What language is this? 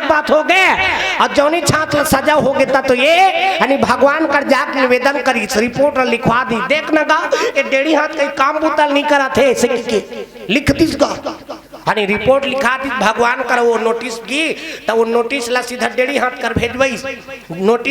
Chhattisgarhi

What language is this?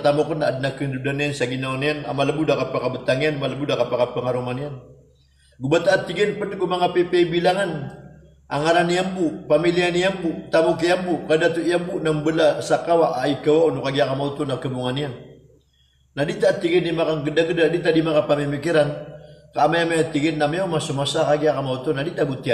Maranao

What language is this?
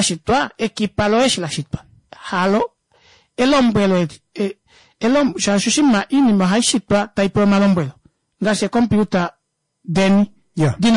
Kuanyama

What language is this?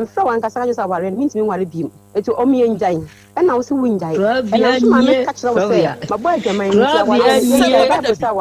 Akan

